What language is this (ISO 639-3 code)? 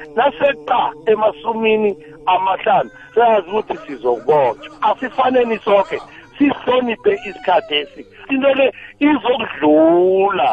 nbl